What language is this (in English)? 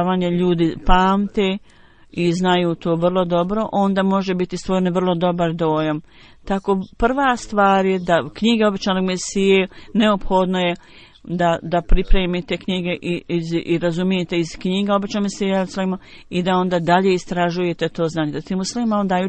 Bosnian